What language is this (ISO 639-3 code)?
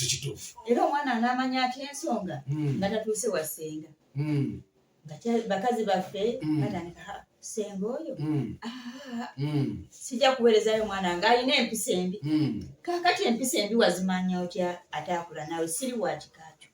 lug